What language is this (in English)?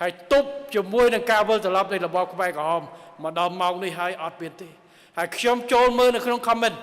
Khmer